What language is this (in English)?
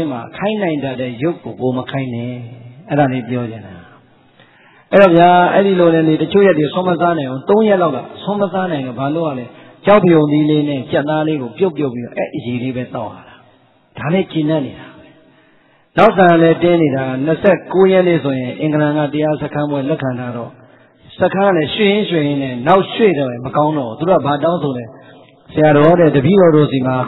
Burmese